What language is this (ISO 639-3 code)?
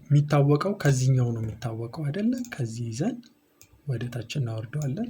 amh